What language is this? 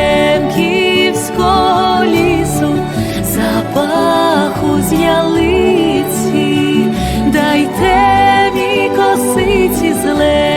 Rusyn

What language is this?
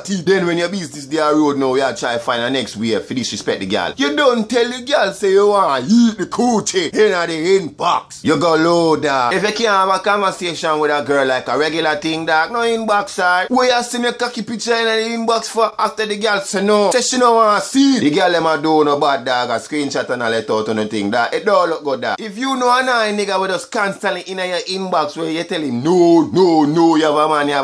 Jamaican Creole English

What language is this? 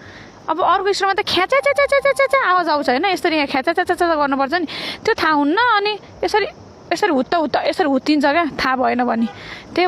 Nepali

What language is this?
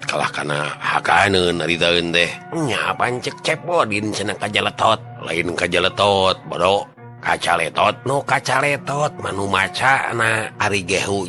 Sundanese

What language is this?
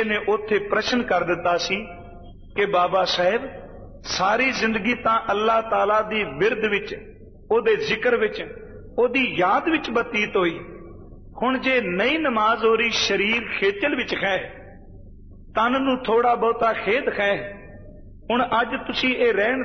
Punjabi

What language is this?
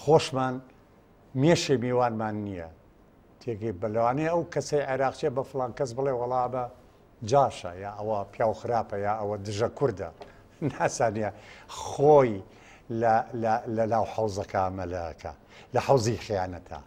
Central Kurdish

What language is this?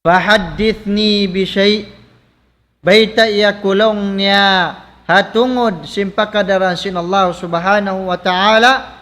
Tausug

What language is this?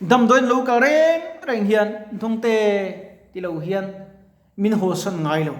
Mizo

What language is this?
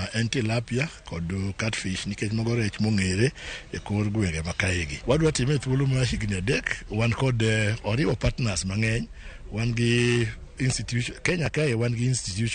Luo (Kenya and Tanzania)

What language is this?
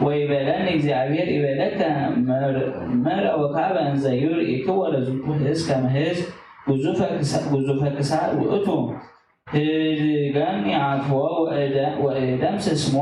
Geez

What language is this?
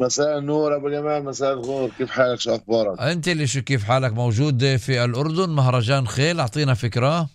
North Levantine Arabic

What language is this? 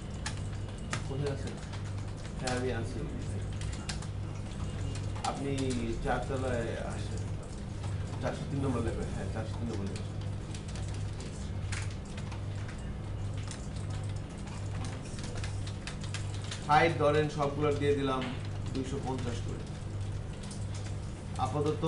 Bangla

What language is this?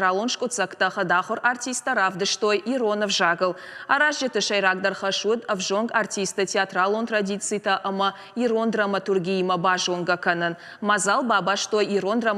Ossetic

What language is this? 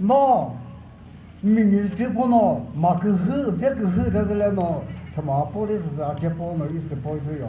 Chokri Naga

